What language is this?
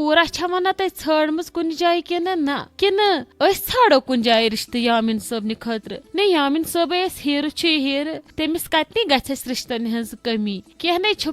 Kashmiri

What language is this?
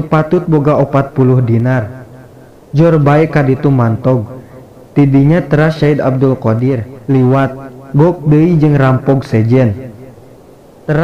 Sundanese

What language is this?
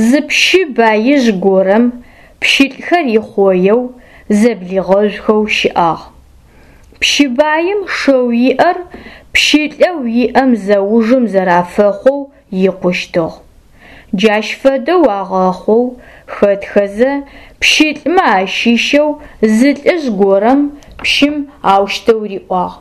Adyghe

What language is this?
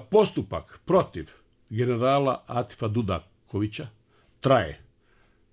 Bosnian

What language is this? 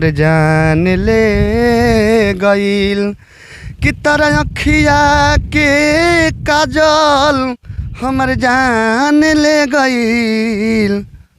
Bhojpuri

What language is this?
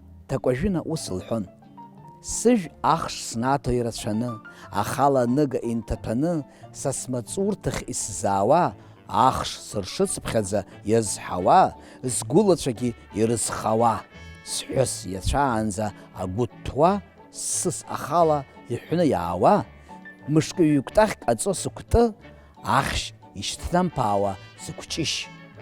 Abkhazian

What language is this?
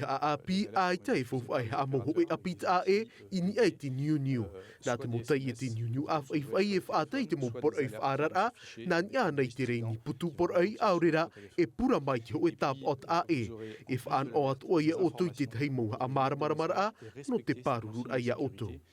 Tahitian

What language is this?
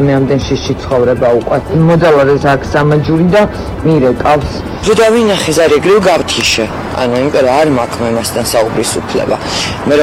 Georgian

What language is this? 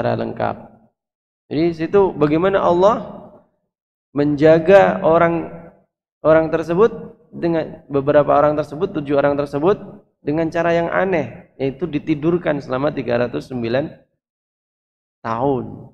Indonesian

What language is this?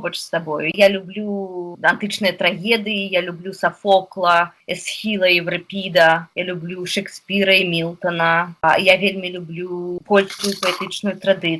Belarusian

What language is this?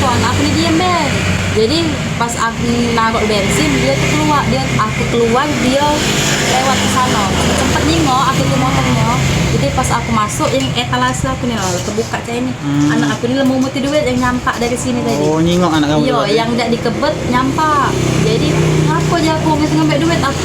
Musi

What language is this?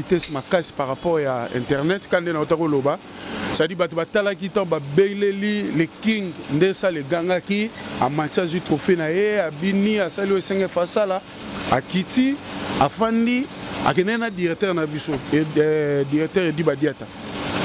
Lingala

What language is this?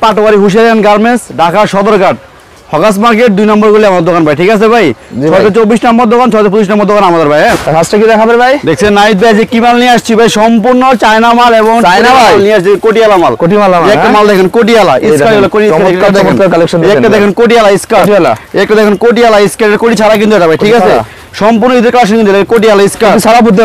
Bangla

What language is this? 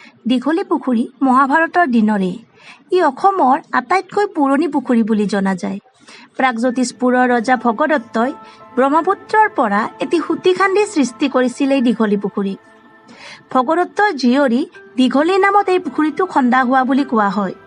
Assamese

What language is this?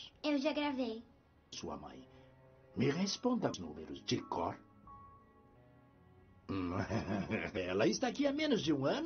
Portuguese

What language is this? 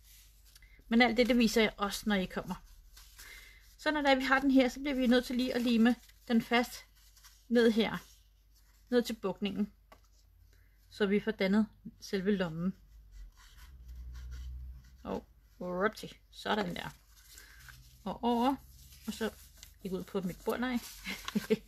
Danish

